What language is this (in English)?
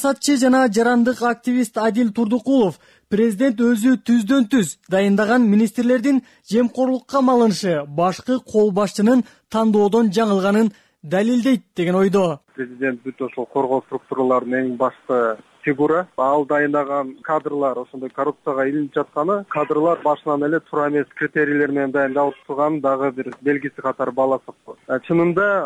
Kyrgyz